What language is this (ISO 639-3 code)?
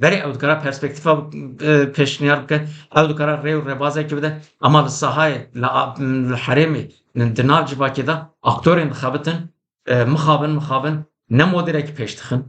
kur